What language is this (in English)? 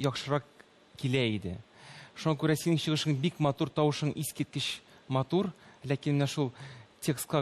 Tatar